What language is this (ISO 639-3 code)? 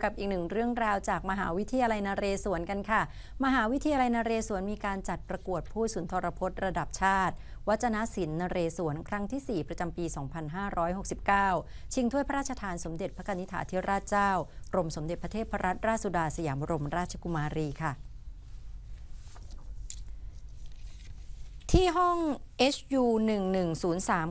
tha